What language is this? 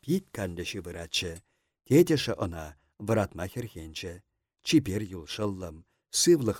Chuvash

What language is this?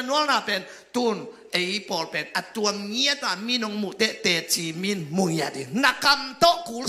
Tedim Chin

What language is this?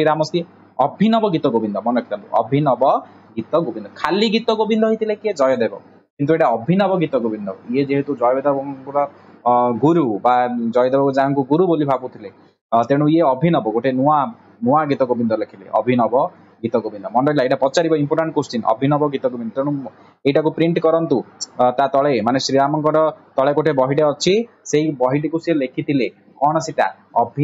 Odia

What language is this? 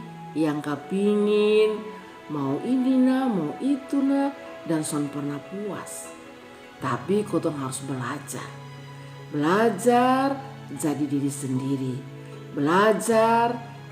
Kupang Malay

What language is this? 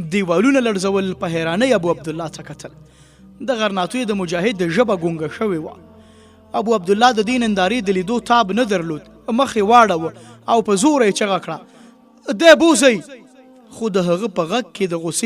Pashto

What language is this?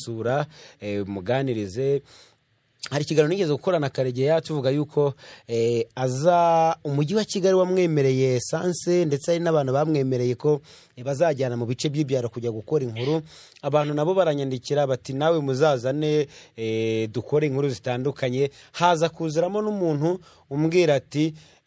Kinyarwanda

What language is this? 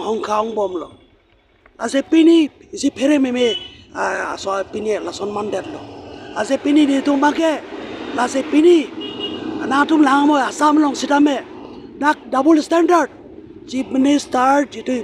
Karbi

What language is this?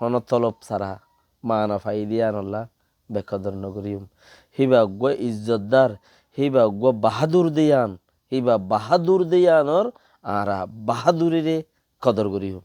Rohingya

